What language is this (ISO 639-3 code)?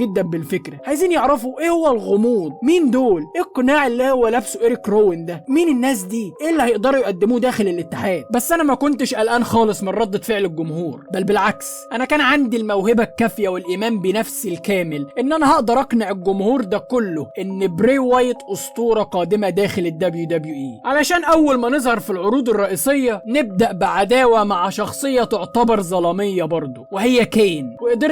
arz